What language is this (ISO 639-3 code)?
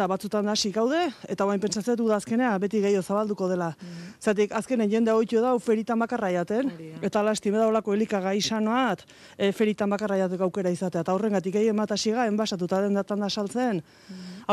eus